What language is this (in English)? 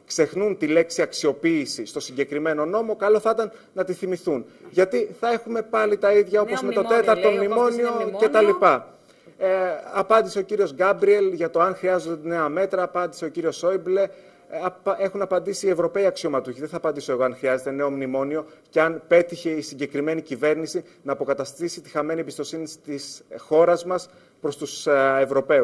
Greek